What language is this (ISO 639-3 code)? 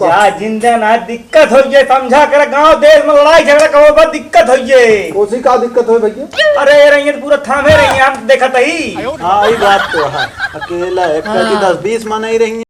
awa